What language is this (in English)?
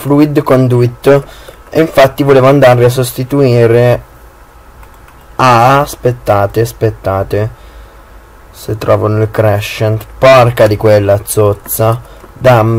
Italian